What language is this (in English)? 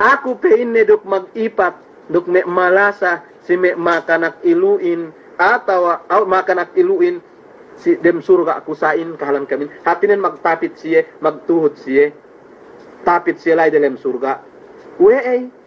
Yakan